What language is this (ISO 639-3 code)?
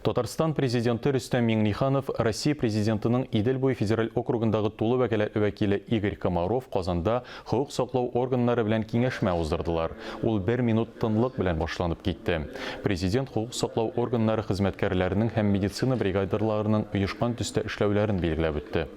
tat